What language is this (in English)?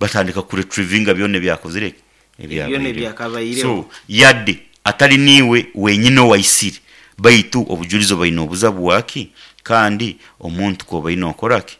Nyankole